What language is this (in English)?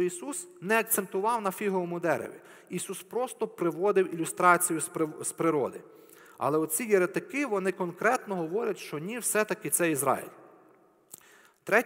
Ukrainian